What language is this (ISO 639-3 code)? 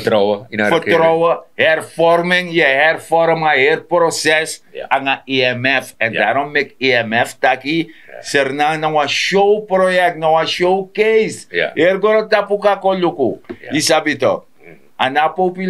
srn